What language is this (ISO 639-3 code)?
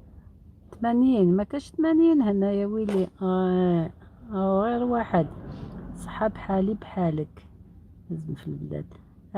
arq